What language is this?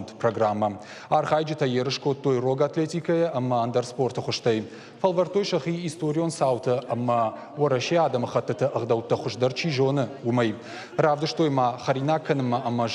Ossetic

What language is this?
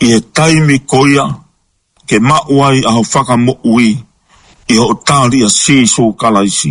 Tongan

